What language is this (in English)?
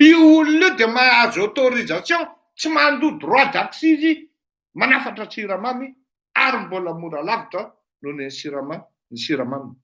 Malagasy